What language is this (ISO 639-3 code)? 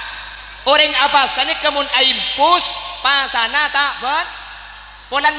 mad